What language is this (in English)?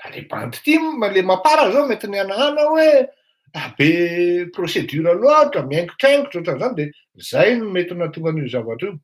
Malagasy